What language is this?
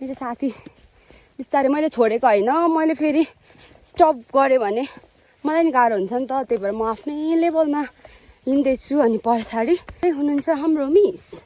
Nepali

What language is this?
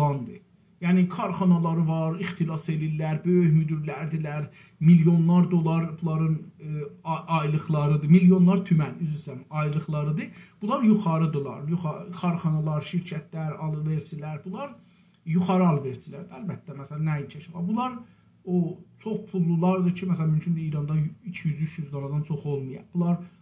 South Azerbaijani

